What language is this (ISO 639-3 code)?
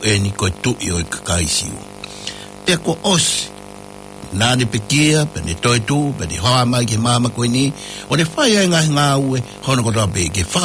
ton